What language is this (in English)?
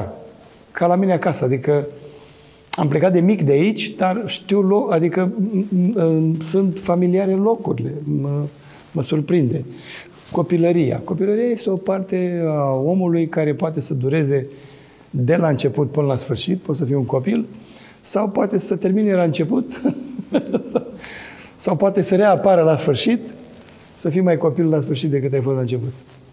Romanian